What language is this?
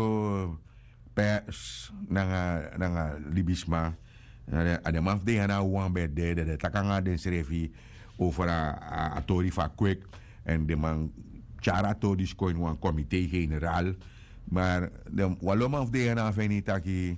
Sranan Tongo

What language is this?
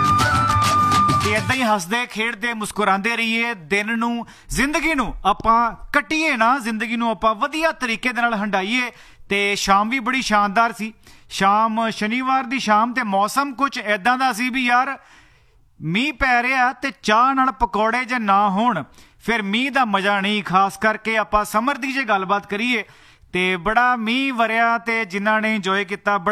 Punjabi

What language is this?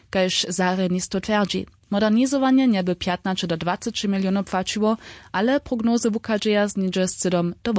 Upper Sorbian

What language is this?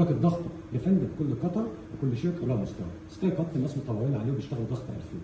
Egyptian Arabic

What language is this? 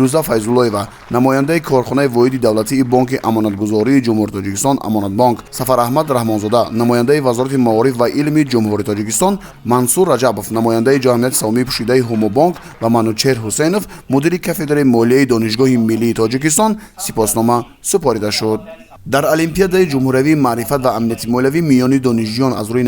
Tajik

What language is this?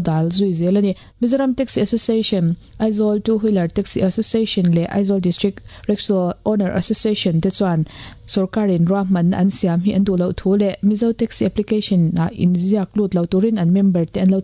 Mizo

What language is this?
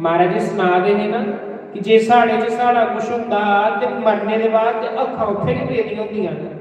Dogri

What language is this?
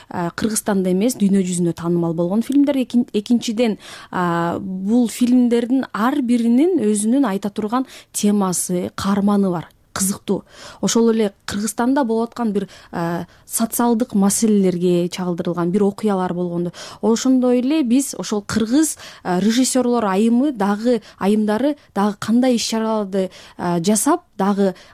Kyrgyz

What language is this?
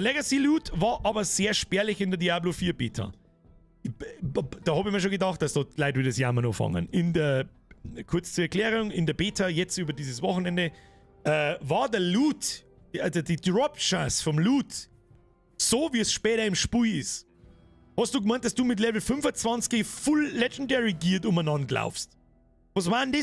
Bavarian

